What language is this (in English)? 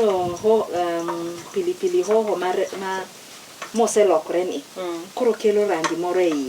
Luo (Kenya and Tanzania)